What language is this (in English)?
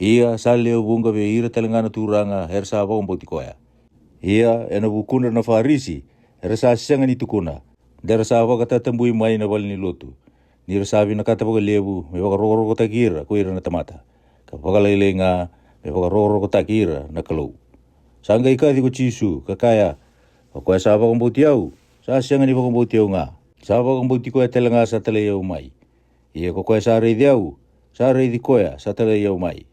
Fijian